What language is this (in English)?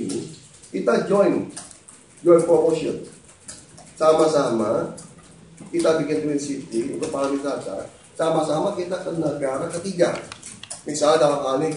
Indonesian